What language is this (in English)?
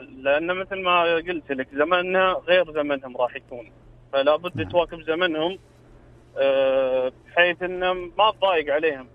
Najdi Arabic